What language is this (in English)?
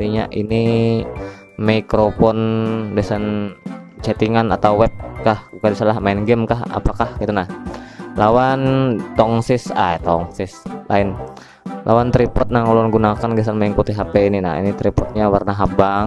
Banjar